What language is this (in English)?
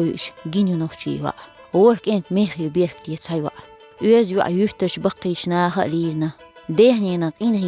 Chechen